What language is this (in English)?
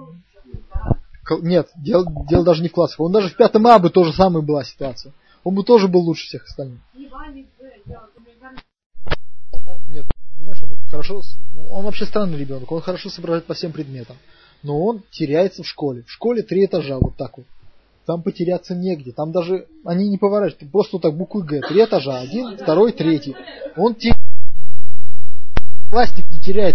Russian